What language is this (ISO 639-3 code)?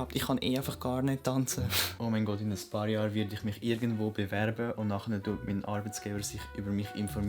gsw